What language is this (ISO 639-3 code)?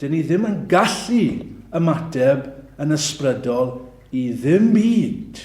cym